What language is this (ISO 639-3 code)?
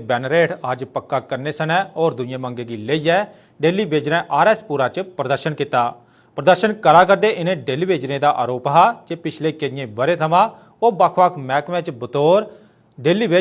doi